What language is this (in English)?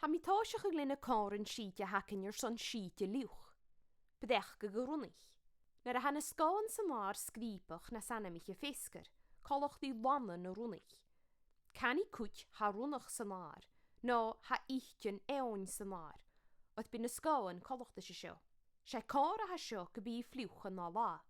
Scottish Gaelic